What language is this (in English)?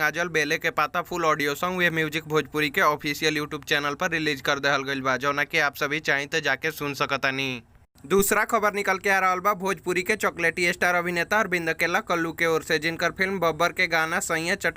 Bhojpuri